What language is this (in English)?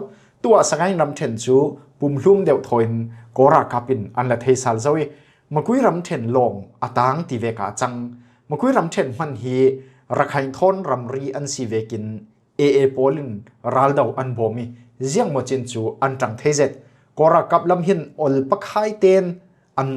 Falam Chin